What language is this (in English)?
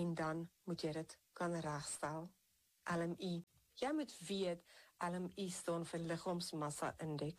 Afrikaans